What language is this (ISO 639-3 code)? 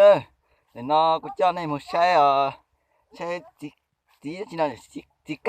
hmn